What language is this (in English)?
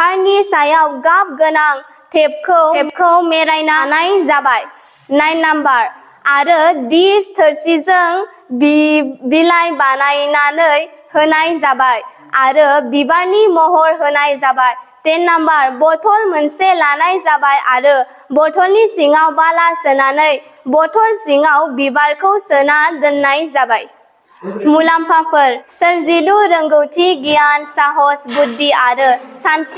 Bodo